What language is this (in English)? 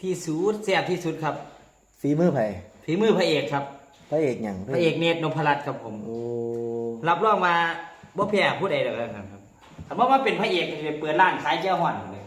Northeastern Thai